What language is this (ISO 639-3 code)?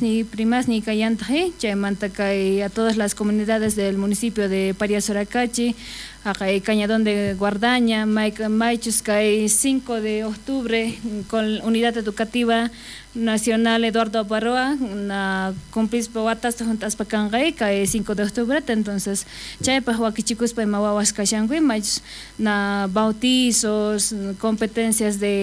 quh